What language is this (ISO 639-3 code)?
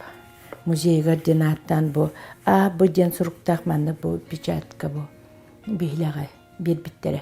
sah